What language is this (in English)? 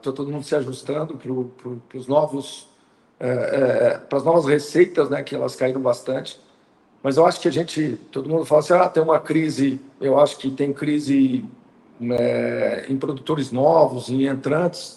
Portuguese